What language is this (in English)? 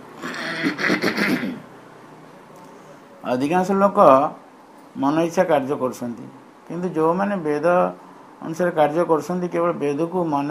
Odia